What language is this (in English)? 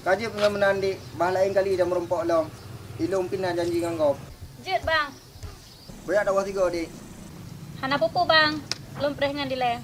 Achinese